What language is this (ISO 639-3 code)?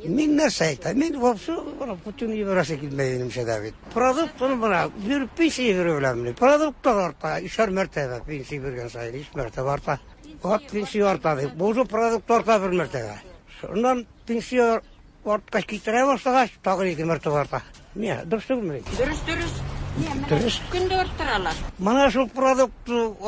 tat